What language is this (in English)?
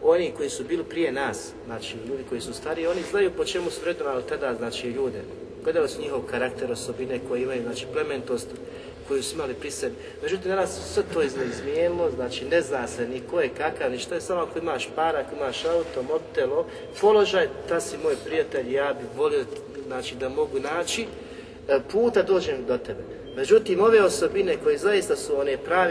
Bosnian